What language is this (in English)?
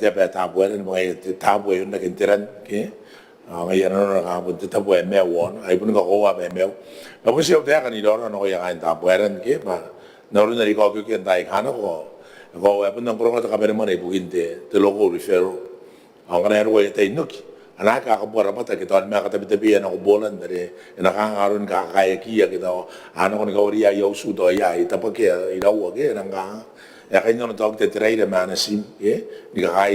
Gilbertese